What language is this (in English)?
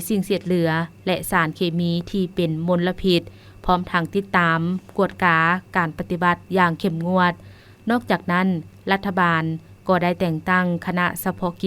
Lao